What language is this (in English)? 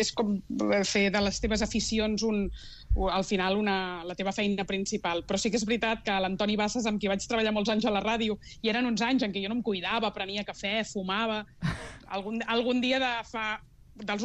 Catalan